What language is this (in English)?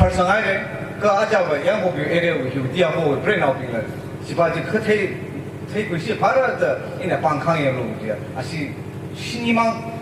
Tangkhul Naga (India)